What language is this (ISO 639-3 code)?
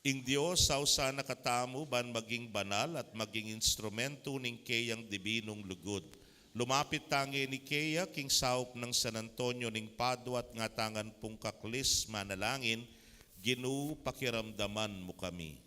pam